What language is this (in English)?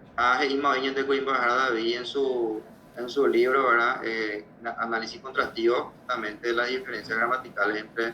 Guarani